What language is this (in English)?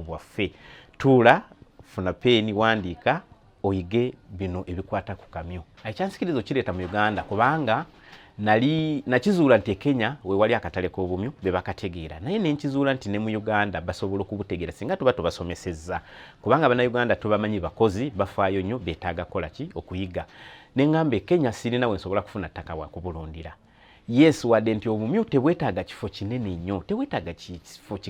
Ganda